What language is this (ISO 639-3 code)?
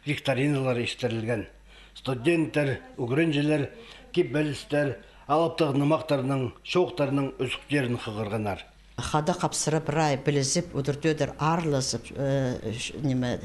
kjh